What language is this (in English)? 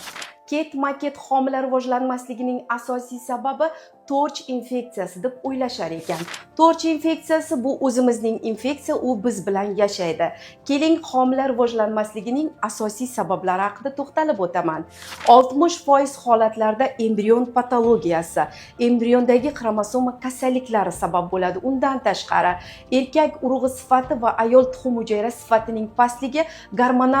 Uzbek